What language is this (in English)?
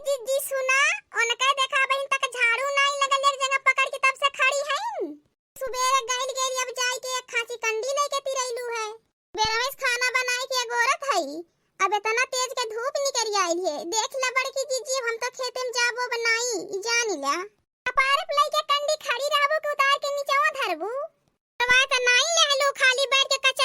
Awadhi